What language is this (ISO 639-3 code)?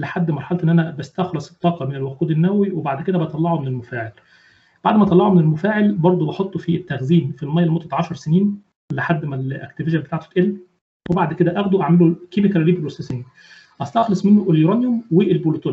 arz